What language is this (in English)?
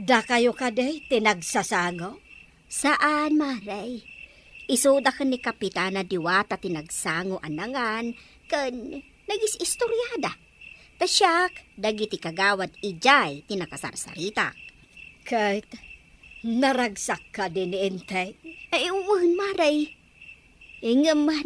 Iloko